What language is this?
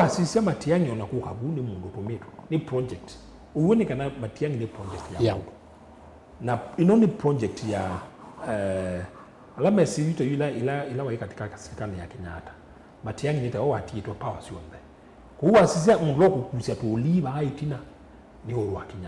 Kamba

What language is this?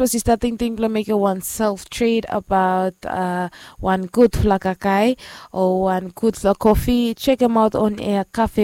Bislama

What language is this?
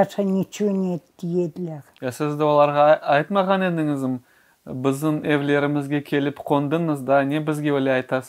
Crimean Tatar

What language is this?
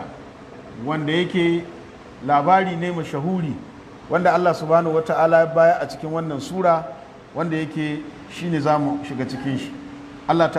Hausa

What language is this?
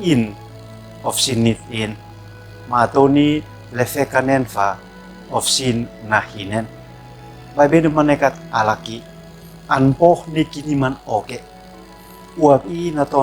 Uab Meto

